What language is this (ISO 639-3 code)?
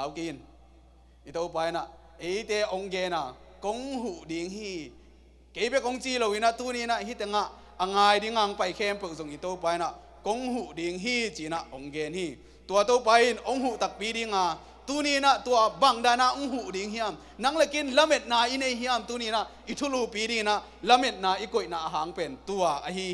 ctd